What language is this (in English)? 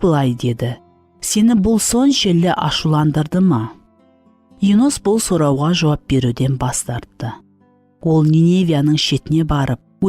Kara-Kalpak